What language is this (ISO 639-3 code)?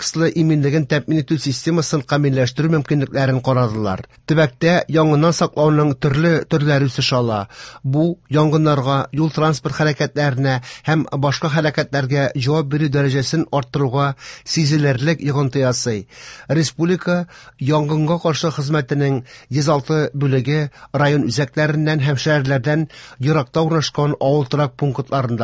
tat